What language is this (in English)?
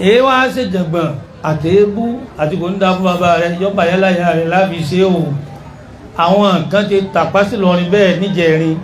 Yoruba